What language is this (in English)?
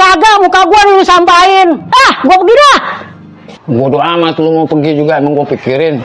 Betawi